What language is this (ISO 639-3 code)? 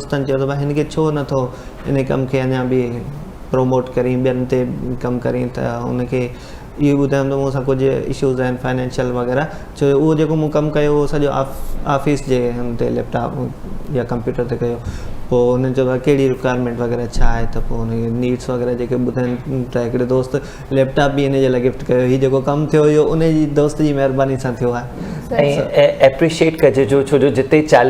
snd